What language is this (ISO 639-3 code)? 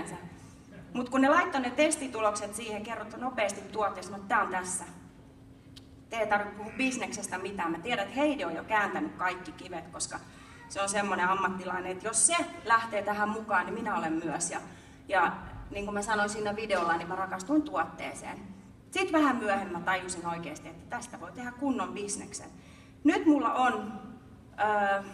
fin